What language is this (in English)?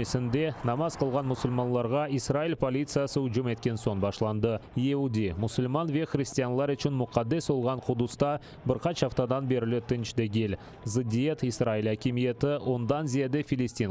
Crimean Tatar